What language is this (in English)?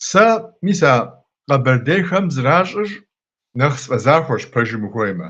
Kabardian